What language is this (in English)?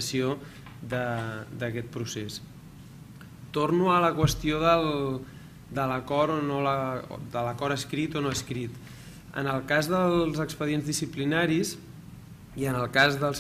Catalan